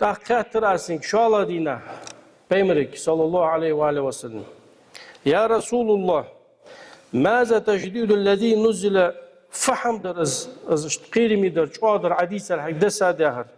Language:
Ingush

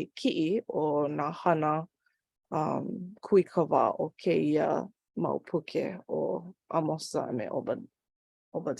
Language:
Hawaiian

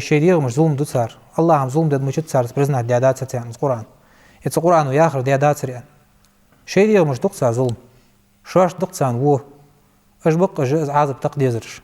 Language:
Ingush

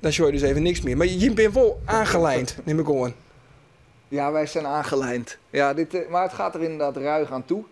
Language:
Western Frisian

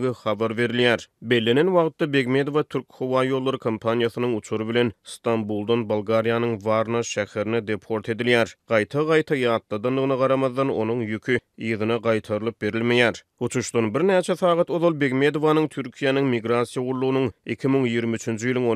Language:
Turkmen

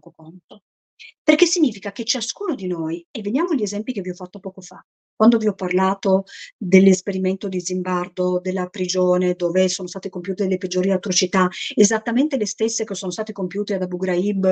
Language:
Italian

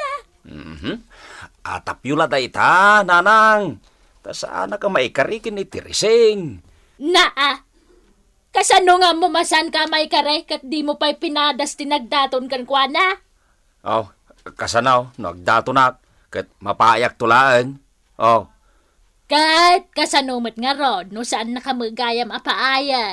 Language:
Iloko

